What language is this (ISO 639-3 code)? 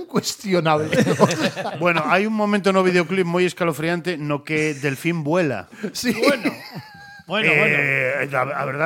glg